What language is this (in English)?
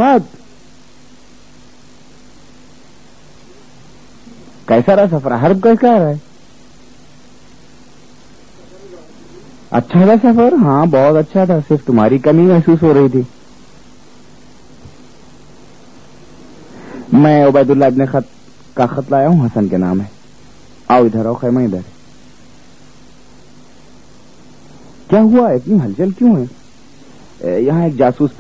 Urdu